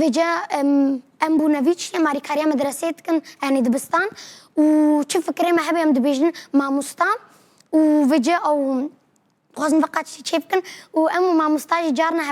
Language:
Kurdish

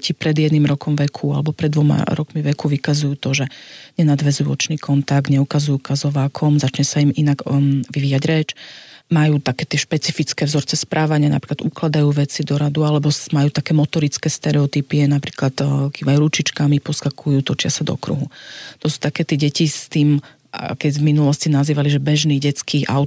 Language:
Slovak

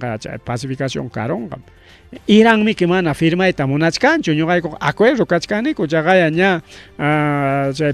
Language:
Ayacucho Quechua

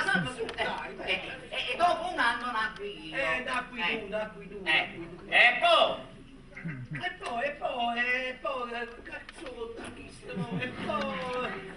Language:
Neapolitan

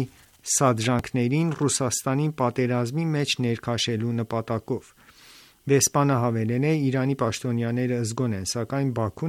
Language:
Armenian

